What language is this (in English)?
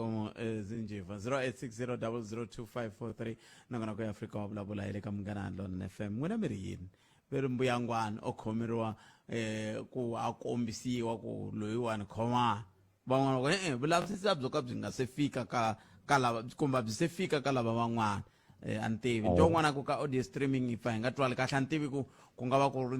Tsonga